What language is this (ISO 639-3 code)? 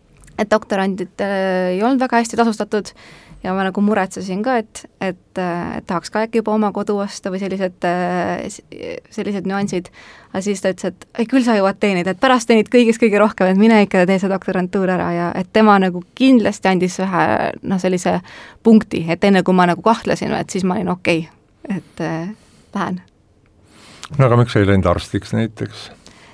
est